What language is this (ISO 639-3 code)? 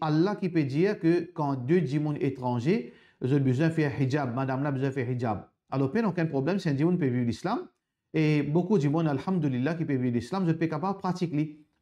mfe